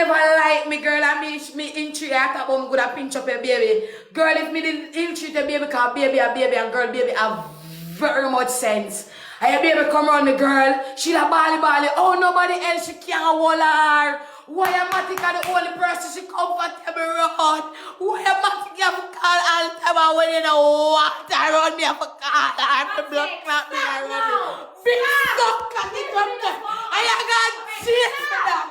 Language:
Jamaican Creole English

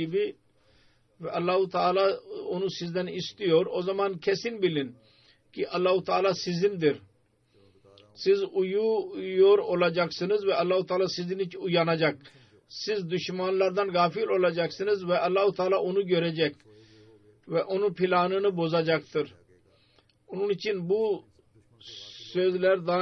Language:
Turkish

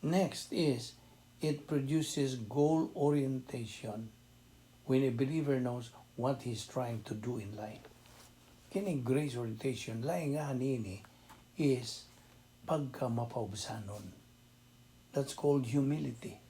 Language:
Cebuano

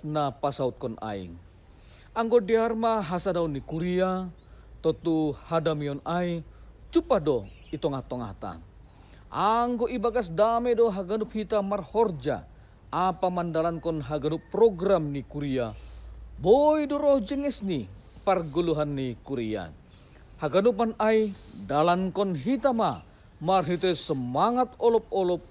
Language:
Batak Simalungun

